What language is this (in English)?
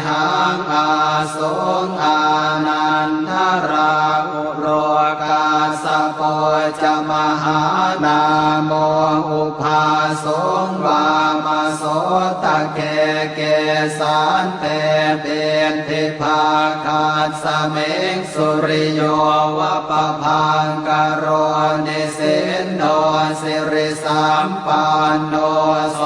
Pali